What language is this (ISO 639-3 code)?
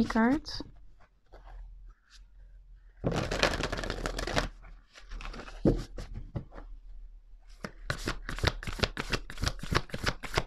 nld